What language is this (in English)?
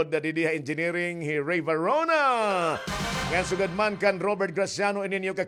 Waray